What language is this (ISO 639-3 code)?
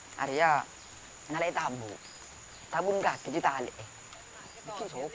mad